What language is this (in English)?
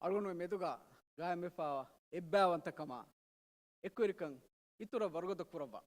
Divehi